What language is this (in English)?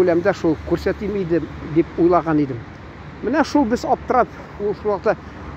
Tatar